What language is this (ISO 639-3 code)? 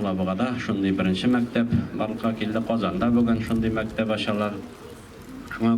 tat